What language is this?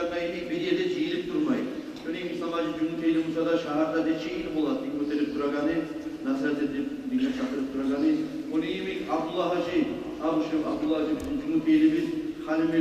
Kumyk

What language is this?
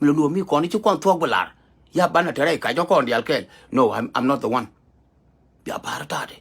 Nuer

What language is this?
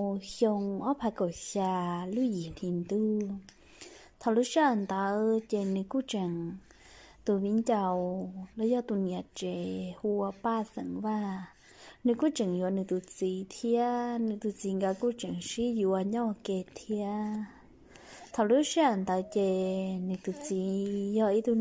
Hmong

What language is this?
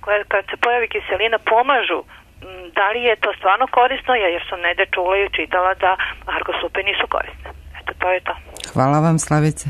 Serbian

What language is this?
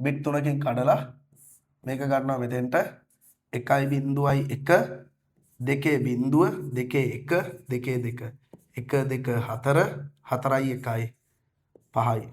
Sinhala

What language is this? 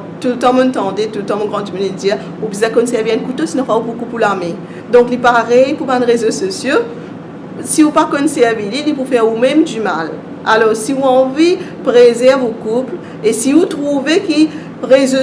Morisyen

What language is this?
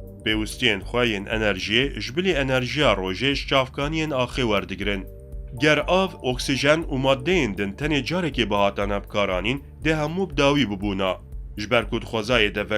Kurdish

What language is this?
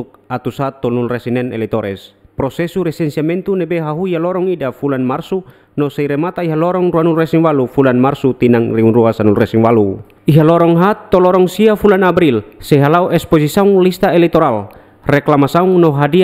Tetum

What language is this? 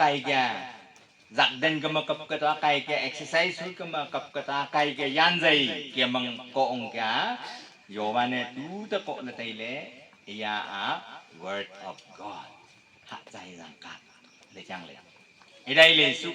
Wancho Naga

